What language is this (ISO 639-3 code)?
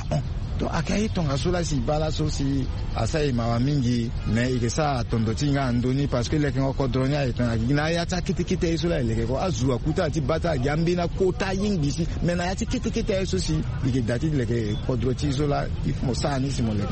sag